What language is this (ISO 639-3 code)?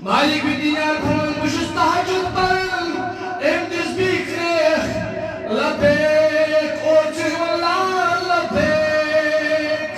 kas